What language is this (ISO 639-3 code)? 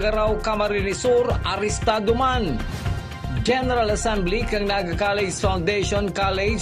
bik